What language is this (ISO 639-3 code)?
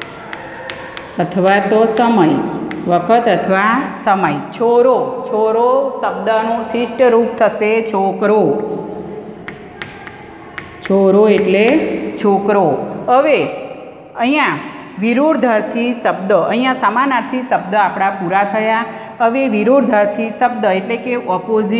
guj